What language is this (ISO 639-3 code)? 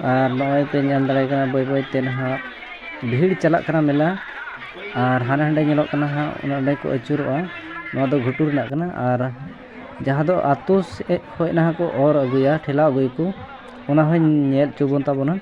sat